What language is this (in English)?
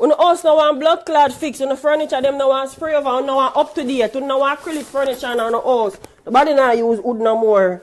Jamaican Creole English